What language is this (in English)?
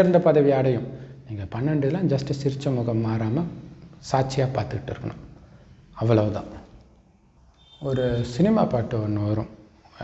Tamil